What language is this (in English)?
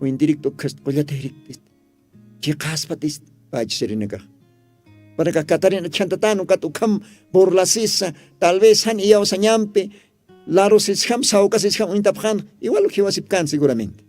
Aymara